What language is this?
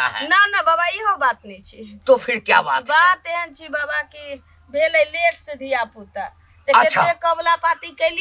Maithili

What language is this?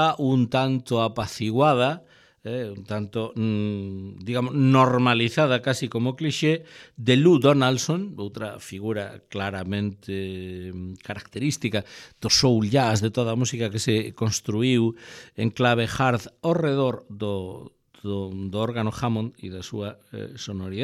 Galician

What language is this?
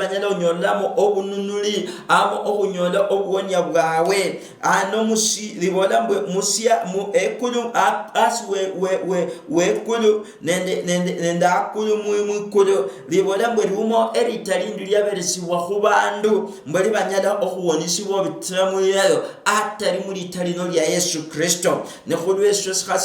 Luyia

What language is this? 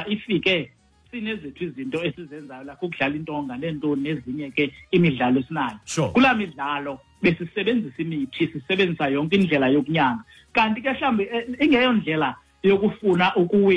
Xhosa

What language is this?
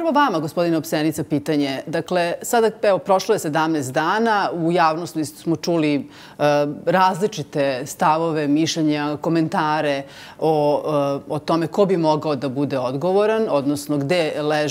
Serbian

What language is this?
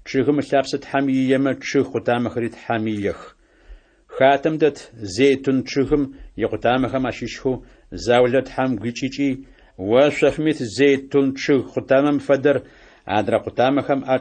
Adyghe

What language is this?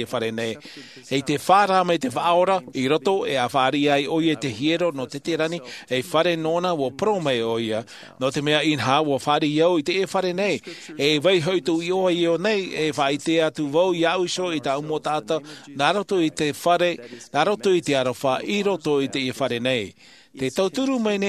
Tahitian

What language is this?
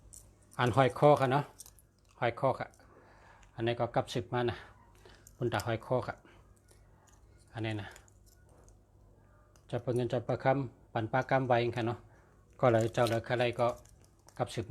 Shan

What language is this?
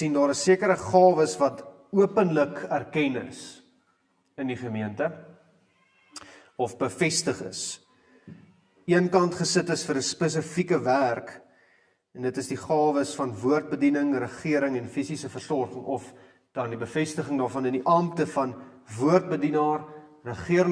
Afrikaans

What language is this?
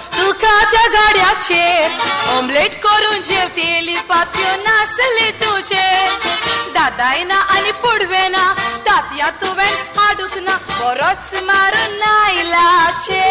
Konkani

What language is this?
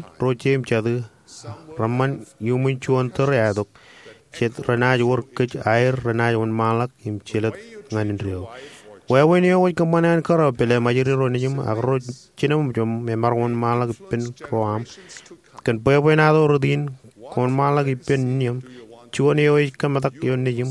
Marshallese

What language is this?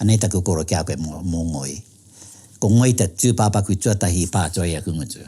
Māori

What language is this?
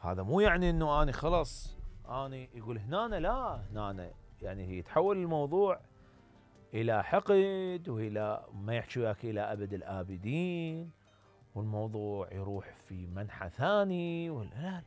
Mesopotamian Arabic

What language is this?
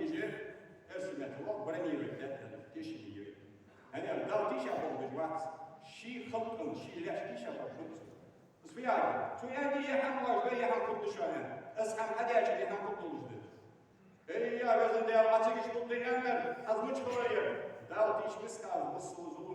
Ingush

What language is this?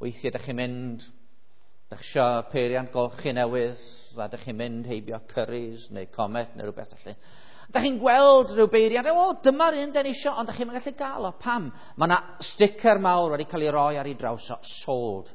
Welsh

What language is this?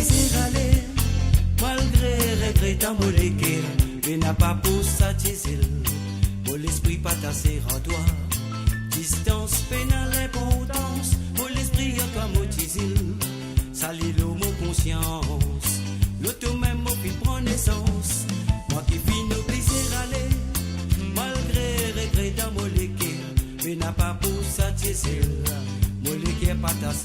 Morisyen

